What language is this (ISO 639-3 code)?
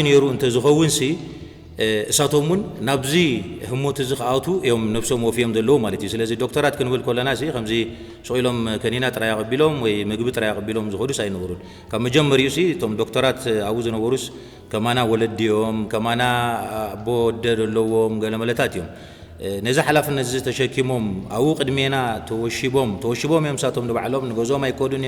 tir